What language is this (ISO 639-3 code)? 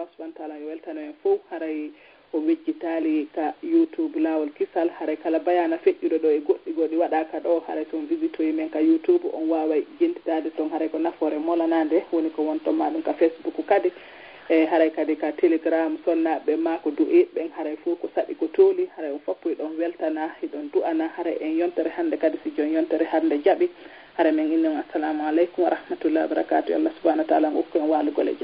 ful